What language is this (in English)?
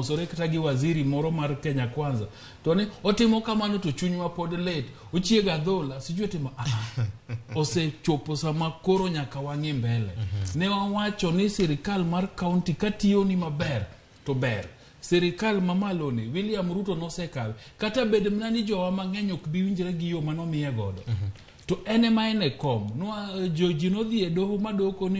Luo (Kenya and Tanzania)